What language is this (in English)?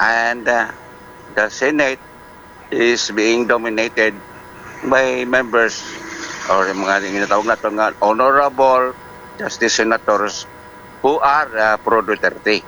Hiligaynon